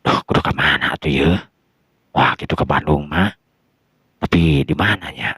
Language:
Sundanese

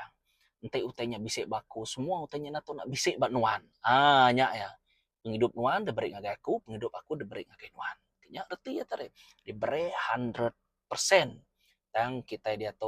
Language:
Iban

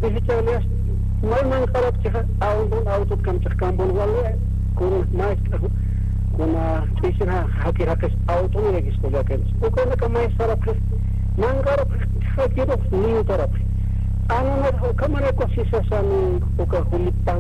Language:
Aymara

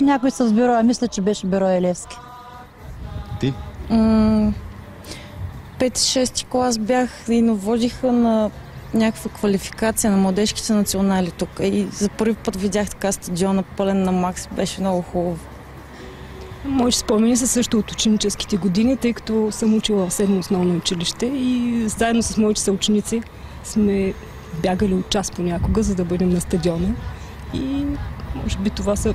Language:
Bulgarian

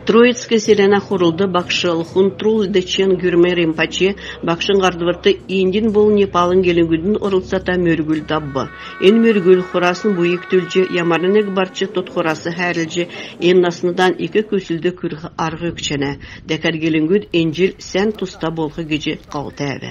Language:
Kalmyk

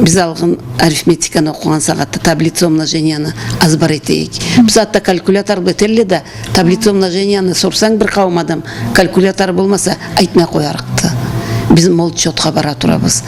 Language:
Karachay-Balkar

